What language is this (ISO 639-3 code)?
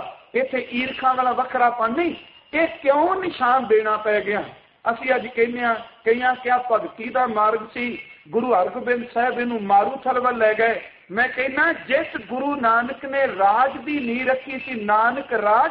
pan